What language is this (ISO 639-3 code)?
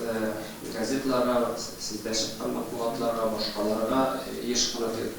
tat